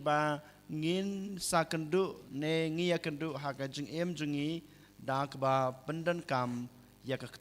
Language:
Khasi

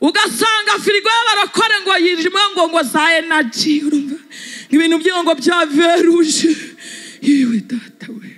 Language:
Kinyarwanda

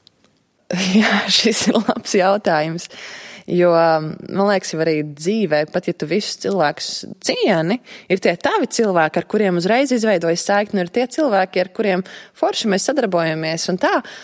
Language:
Latvian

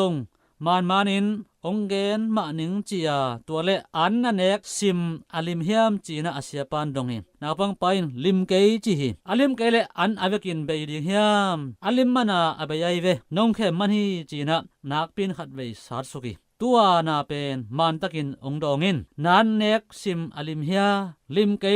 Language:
Tedim Chin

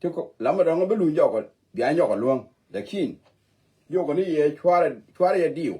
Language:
Nuer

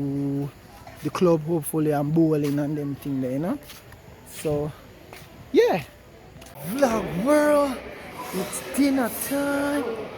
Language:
Jamaican Creole English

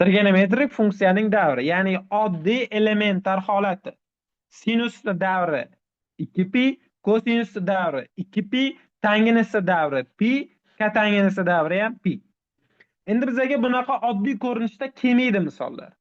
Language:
Uzbek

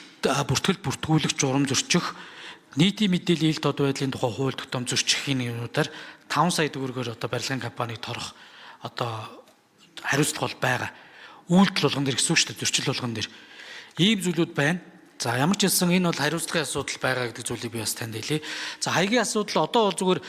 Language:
Mongolian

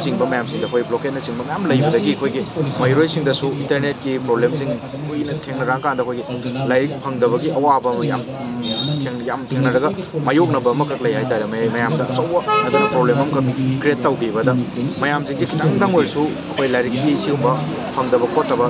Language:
Manipuri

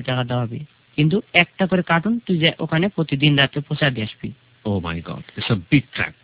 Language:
Bangla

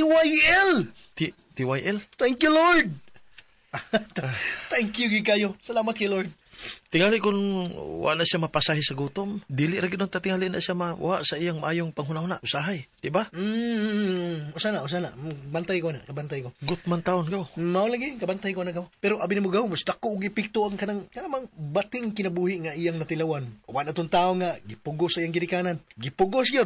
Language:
Cebuano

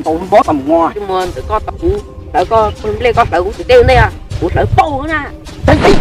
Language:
Hmong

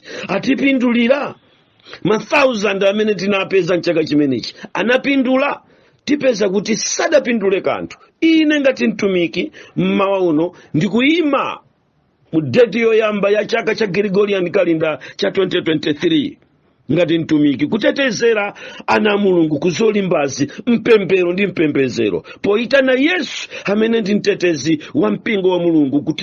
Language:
Nyanja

